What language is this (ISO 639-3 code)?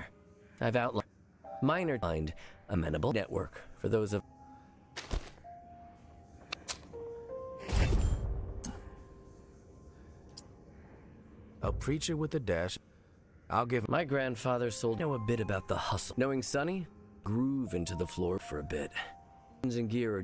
fra